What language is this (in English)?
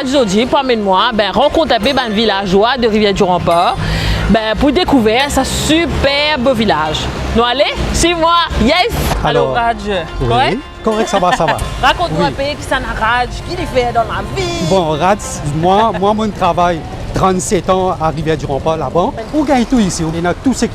Morisyen